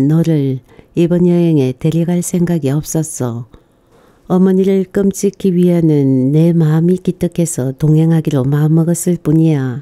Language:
Korean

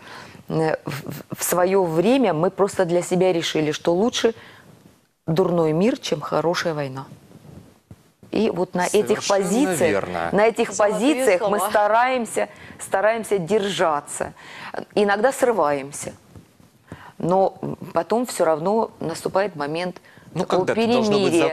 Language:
Russian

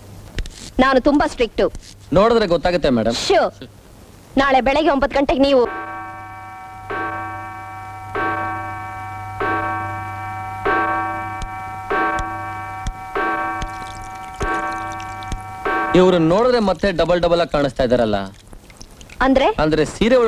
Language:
Kannada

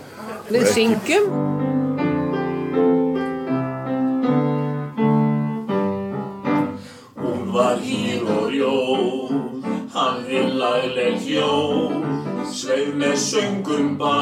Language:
Icelandic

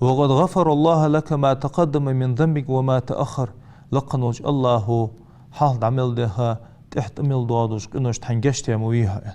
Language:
Ingush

